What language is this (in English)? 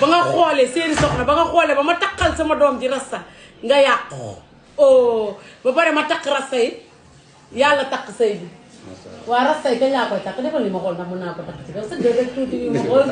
Wolof